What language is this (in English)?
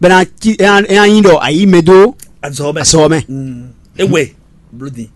Fon